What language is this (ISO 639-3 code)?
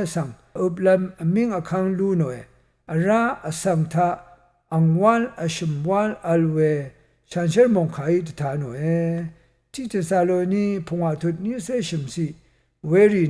raw